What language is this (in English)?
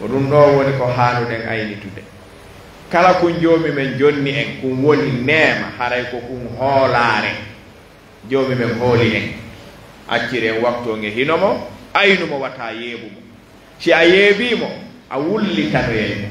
Fula